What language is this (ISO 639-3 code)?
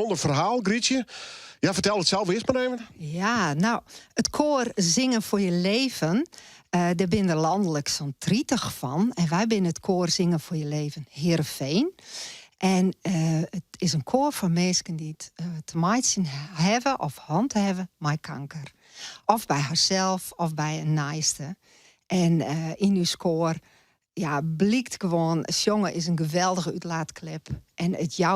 fry